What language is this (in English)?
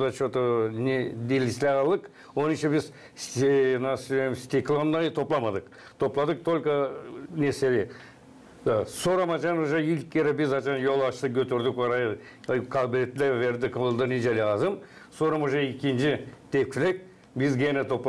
Gagauz